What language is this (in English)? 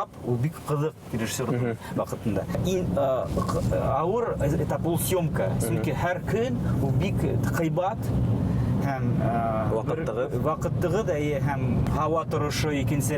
Bashkir